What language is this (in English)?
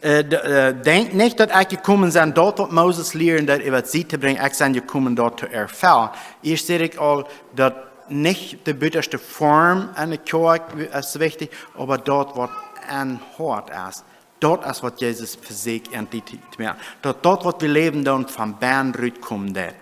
Plautdietsch